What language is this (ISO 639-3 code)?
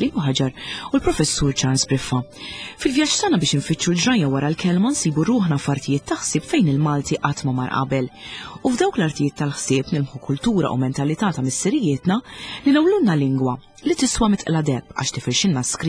mlt